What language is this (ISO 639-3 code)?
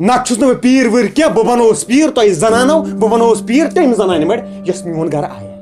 kas